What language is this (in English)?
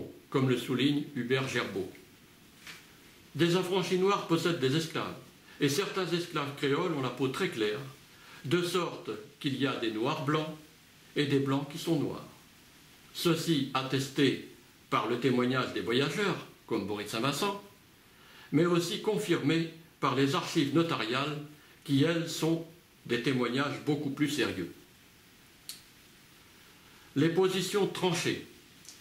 French